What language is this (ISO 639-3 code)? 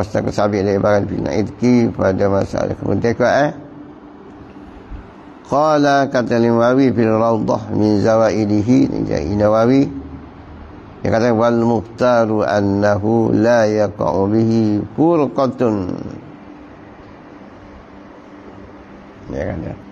msa